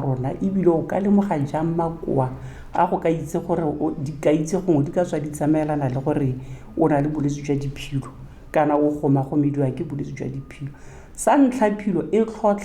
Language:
Tswana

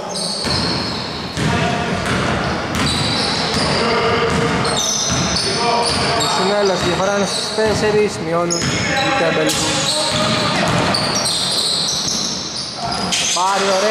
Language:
Greek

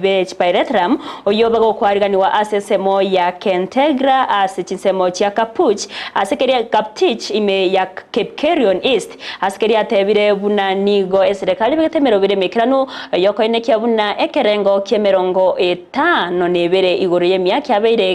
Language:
Gusii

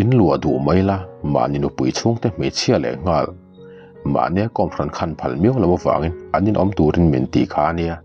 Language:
Mizo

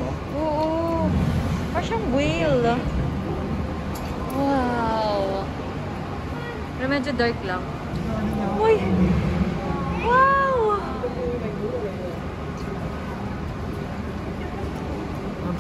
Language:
Filipino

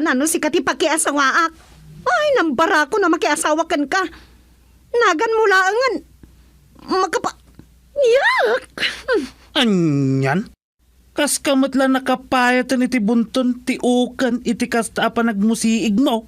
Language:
Iloko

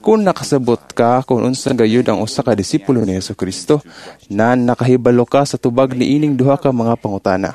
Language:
Cebuano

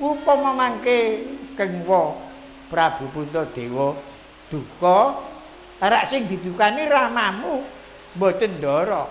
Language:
Javanese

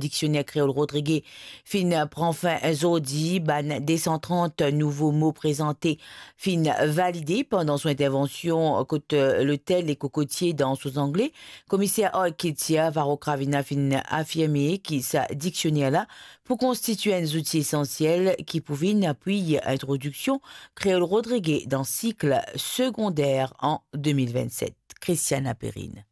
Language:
Morisyen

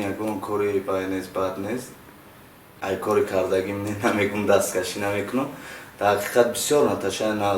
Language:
Tajik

